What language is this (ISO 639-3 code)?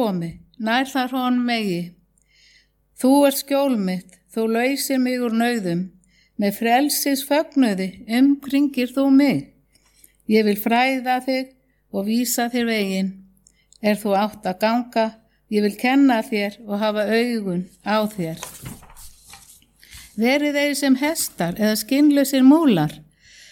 isl